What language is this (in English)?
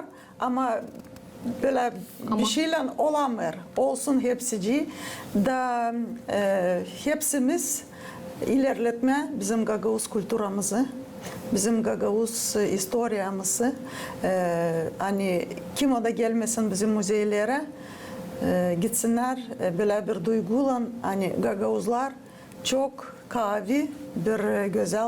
Gagauz